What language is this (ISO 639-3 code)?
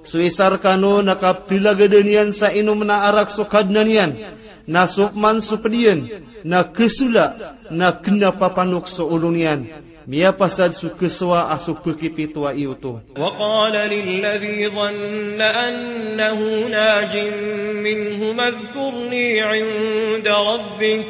mrw